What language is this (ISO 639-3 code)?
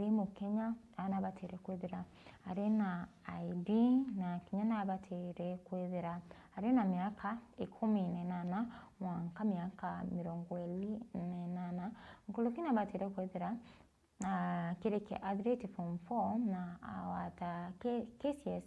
mer